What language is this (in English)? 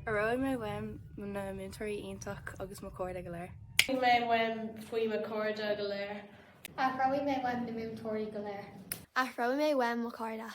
Irish